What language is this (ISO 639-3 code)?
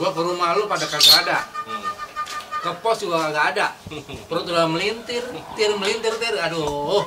bew